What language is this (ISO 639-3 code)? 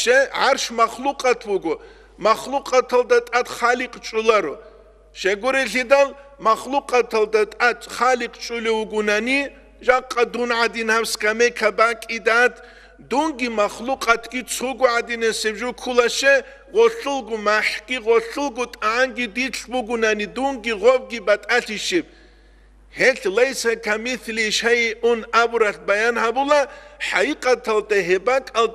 ava